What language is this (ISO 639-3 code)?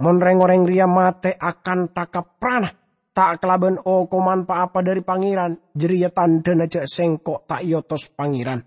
mad